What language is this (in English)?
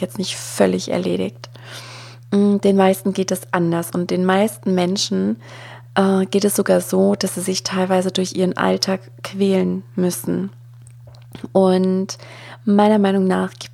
German